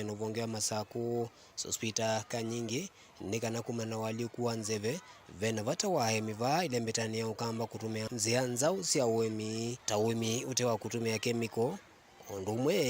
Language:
Kamba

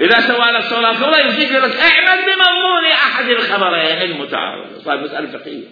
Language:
Mesopotamian Arabic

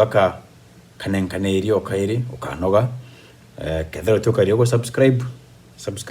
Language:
Meru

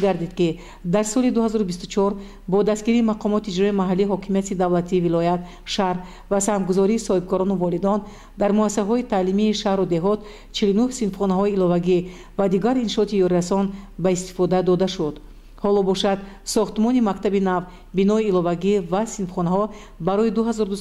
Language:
Tajik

